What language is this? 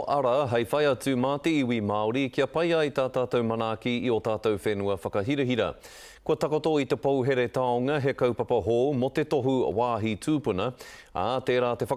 Māori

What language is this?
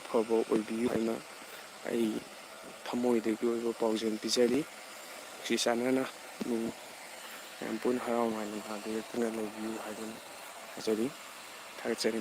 Manipuri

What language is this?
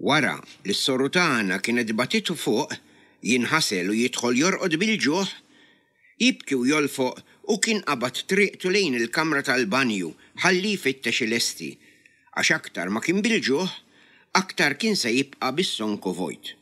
Maltese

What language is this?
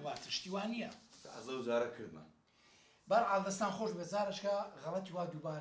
Central Kurdish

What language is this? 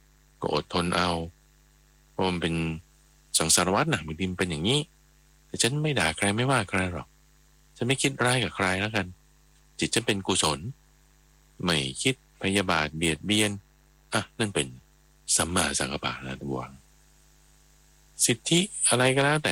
Thai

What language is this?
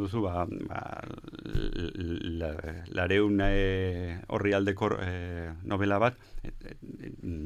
Basque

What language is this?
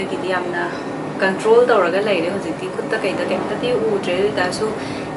Manipuri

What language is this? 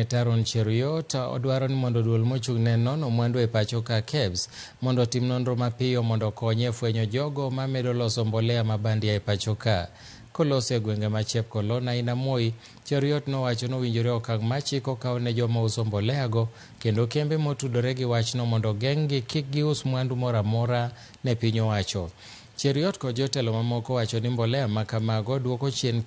Luo (Kenya and Tanzania)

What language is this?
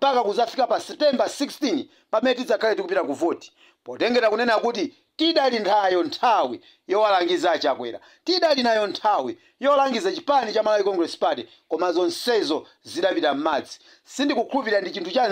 Nyanja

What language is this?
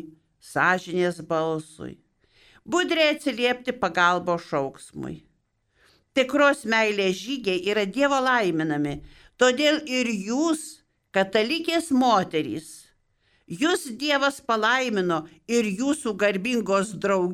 Lithuanian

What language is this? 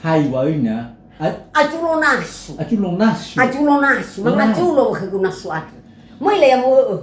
Nias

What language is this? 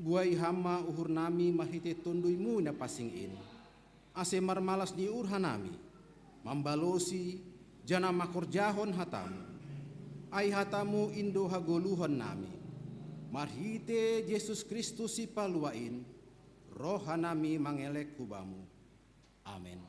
Batak Simalungun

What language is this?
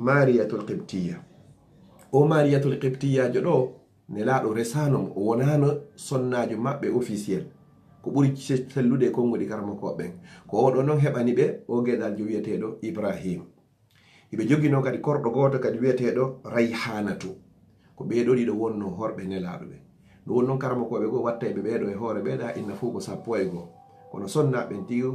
Fula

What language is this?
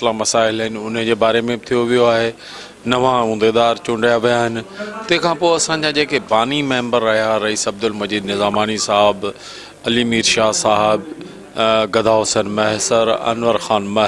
Sindhi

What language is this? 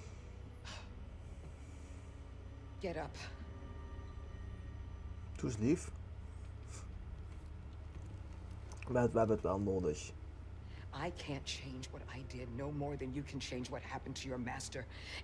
Dutch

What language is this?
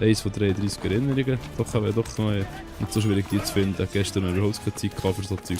Swiss German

